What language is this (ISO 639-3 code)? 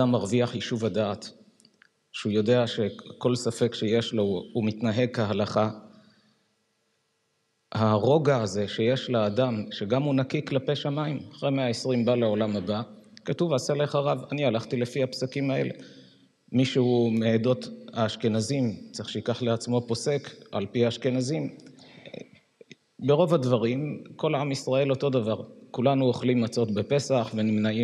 heb